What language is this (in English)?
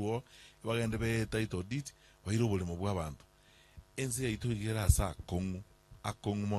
Gusii